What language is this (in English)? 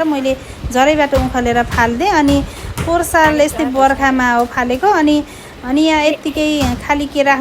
Nepali